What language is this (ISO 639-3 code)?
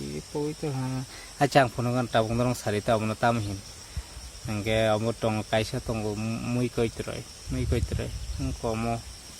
trp